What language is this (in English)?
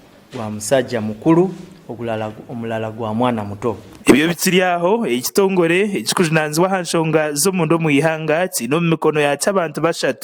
Nyankole